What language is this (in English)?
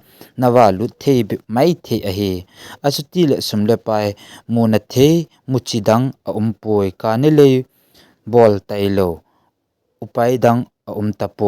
Thado Chin